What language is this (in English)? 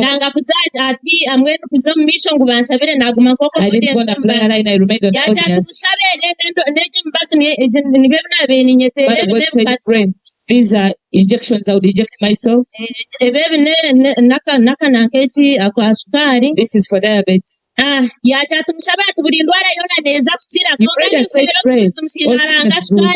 Nyankole